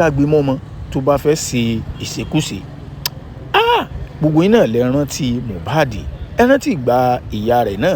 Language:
Yoruba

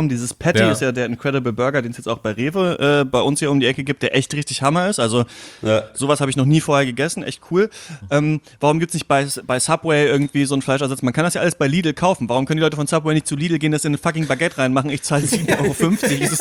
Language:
German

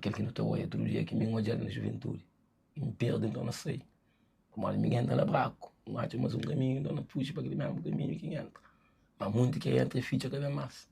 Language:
Kabuverdianu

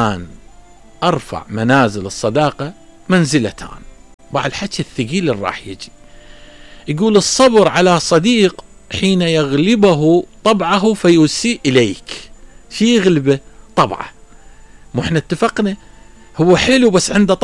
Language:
Mesopotamian Arabic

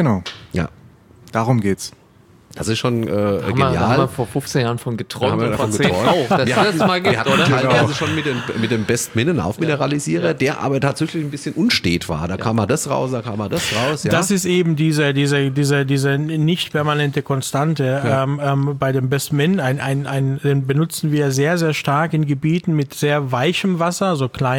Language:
German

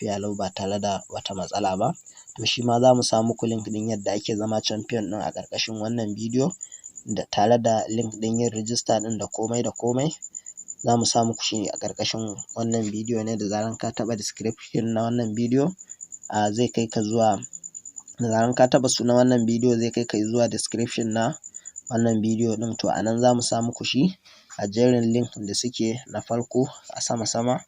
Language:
Hausa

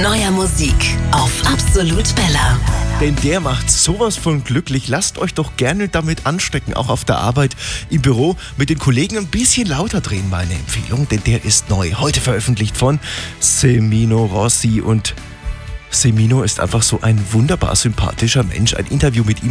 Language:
German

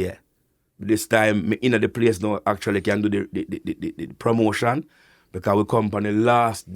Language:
Jamaican Creole English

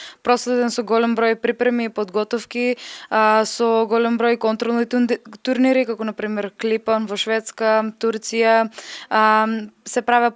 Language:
Macedonian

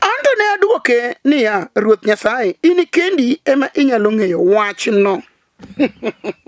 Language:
Luo (Kenya and Tanzania)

